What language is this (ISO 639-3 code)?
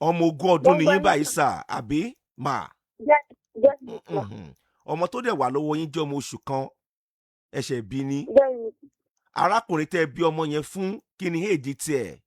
yor